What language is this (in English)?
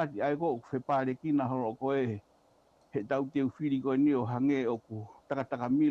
Tongan